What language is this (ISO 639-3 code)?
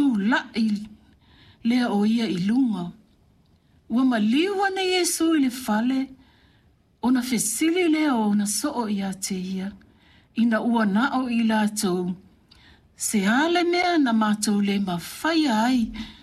smo